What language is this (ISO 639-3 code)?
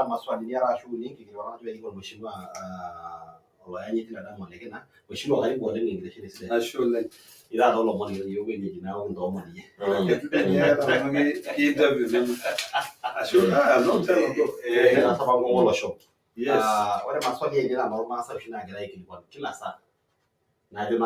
mas